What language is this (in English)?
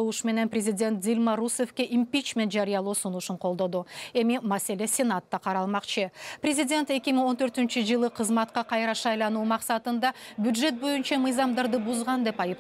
Kyrgyz